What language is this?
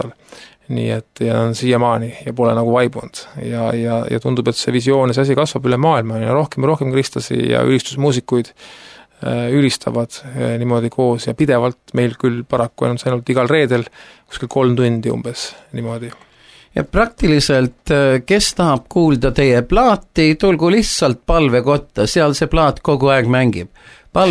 Estonian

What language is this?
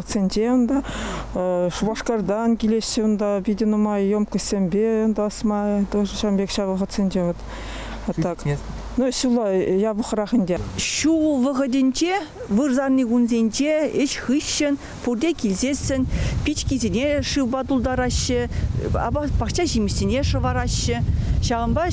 Chuvash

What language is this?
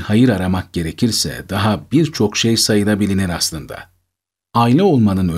Turkish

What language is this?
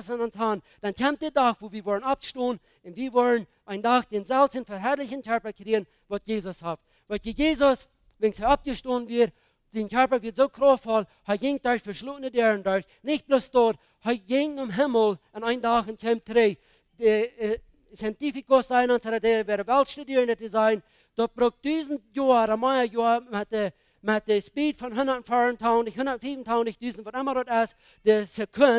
Plautdietsch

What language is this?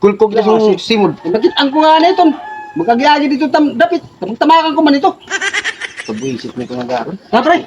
Waray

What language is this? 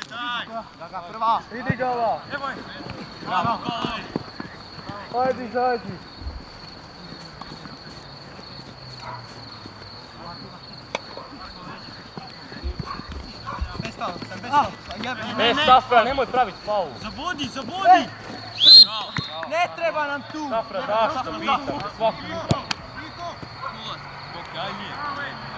Croatian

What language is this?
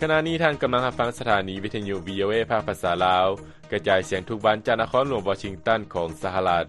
Lao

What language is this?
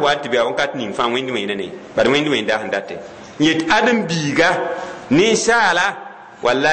Mossi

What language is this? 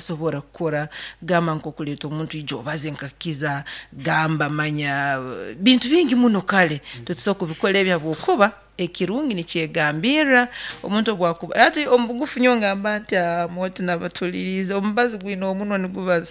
Nyankole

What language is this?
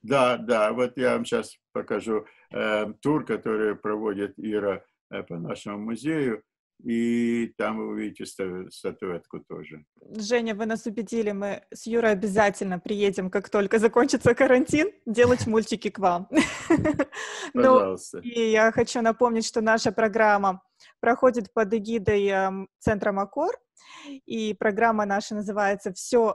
Russian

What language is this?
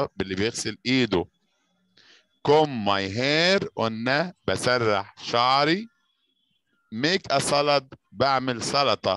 Egyptian Arabic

